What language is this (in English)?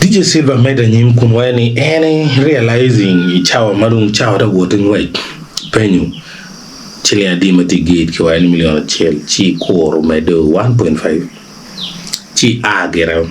Acoli